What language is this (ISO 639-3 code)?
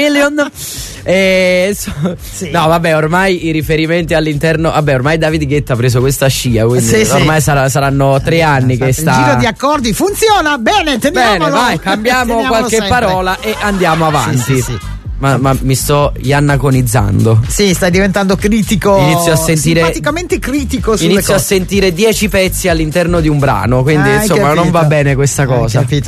ita